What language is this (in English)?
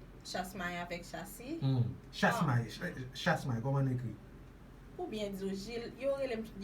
Haitian Creole